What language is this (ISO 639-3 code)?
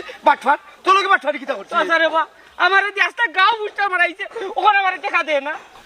syl